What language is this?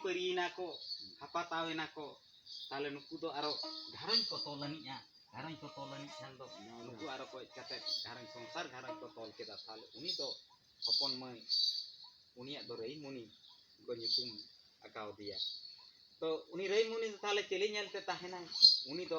Santali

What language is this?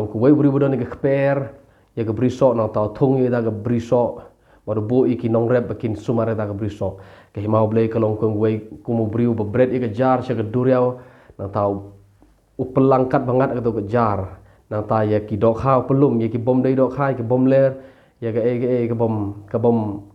Khasi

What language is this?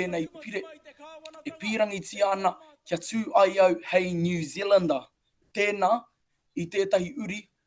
Māori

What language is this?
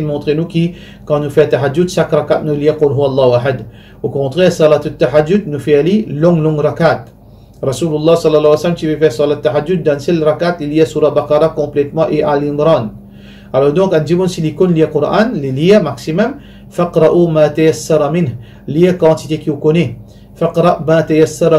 Morisyen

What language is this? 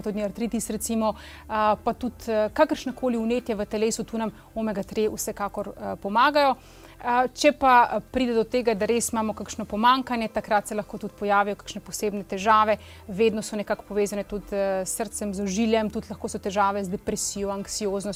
Slovenian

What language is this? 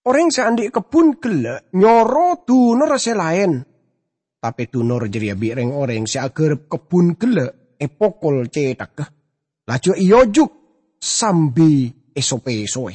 Madurese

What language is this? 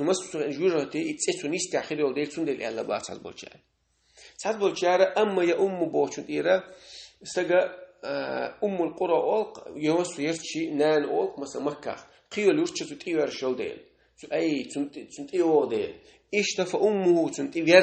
Chechen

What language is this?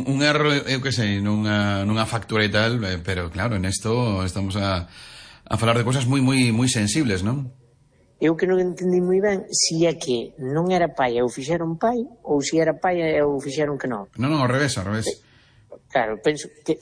Galician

